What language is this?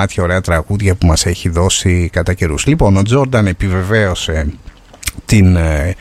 Greek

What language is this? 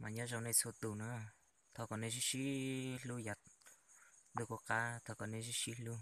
Hmong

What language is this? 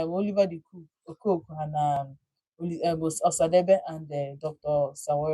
Igbo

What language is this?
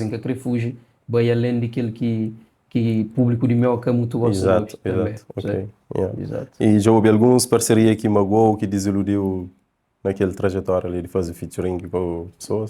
Kabuverdianu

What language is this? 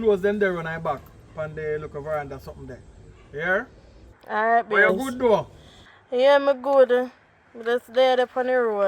Jamaican Creole English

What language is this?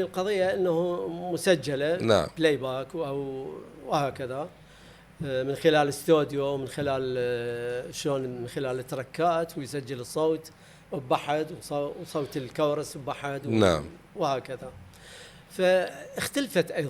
Mesopotamian Arabic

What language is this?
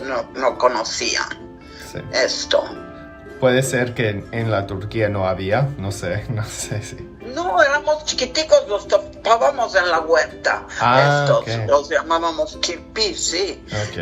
Ladino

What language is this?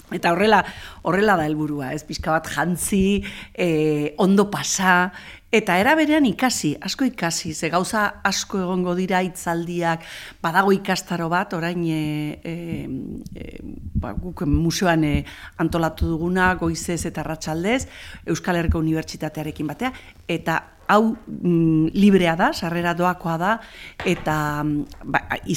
Basque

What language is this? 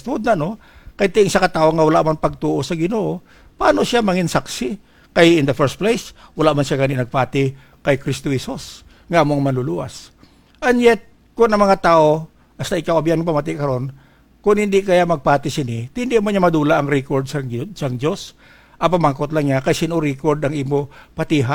Hiligaynon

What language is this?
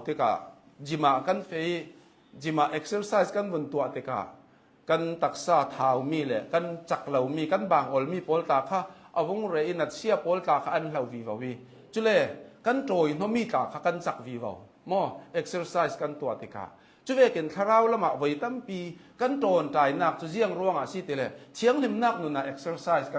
Hakha Chin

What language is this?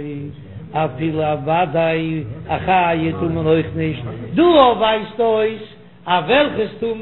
Yiddish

